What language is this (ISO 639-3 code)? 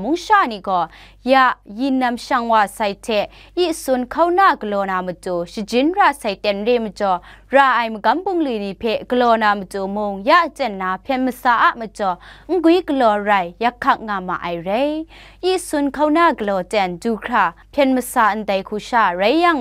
kac